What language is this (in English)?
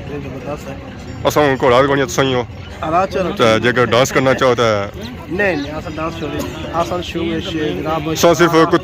Pahari-Potwari